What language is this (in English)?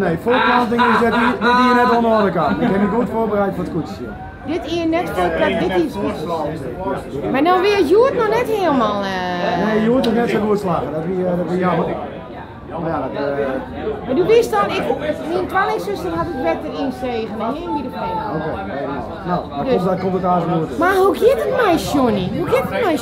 Western Frisian